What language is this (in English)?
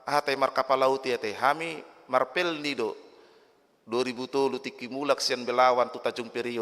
Batak Toba